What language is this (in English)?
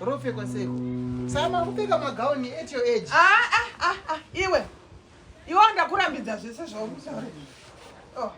Shona